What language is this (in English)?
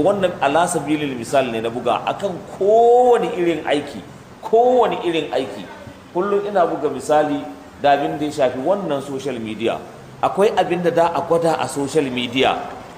Hausa